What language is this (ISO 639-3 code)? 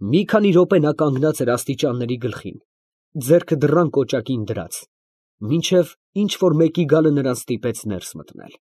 hye